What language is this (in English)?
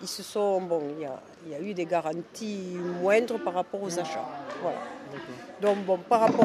French